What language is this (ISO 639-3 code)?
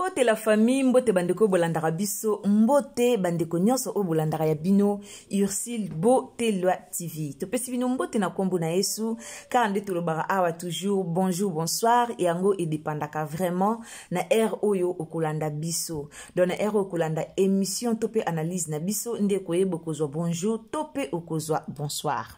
lin